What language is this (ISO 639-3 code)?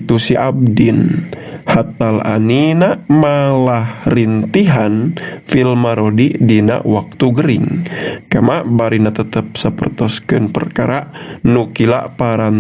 sun